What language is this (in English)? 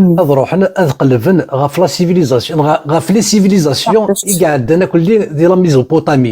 Kabyle